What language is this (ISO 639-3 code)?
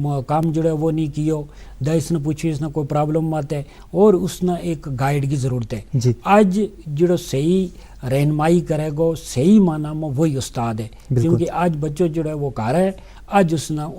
gju